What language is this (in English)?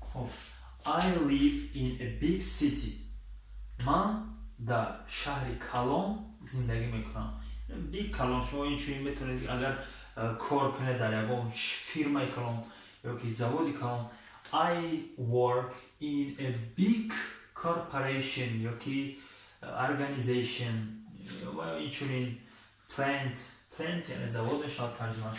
Tajik